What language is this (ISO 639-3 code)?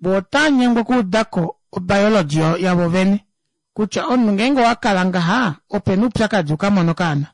kua